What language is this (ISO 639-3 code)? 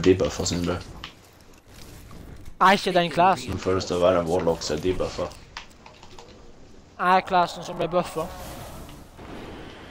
nor